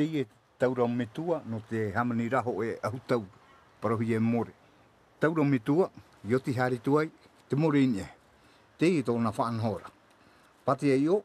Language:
Tahitian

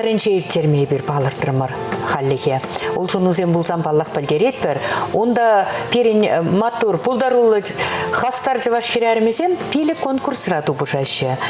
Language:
Chuvash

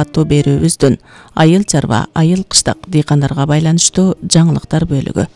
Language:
Kyrgyz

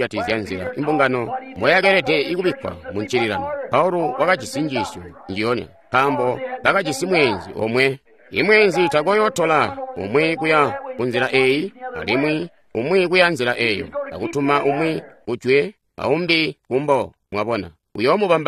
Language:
Tonga (Zambia)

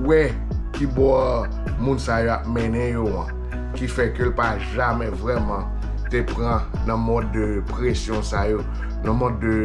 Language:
Haitian Creole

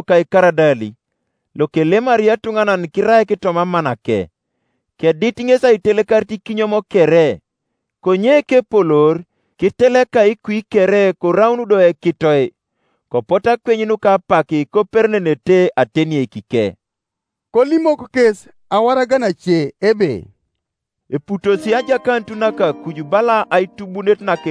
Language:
Teso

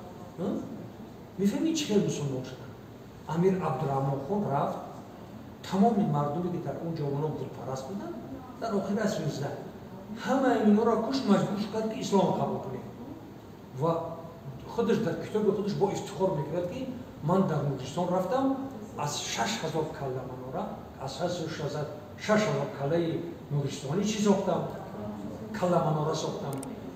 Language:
Tajik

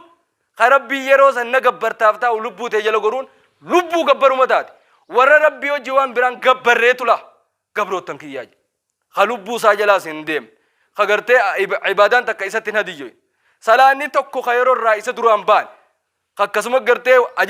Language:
Oromo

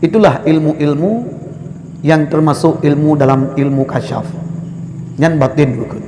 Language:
Achinese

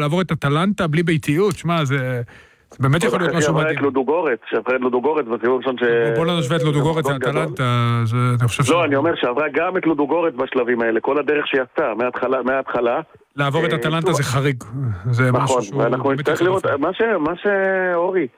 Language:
Hebrew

